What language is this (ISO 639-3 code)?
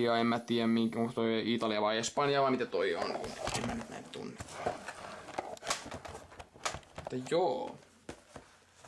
fin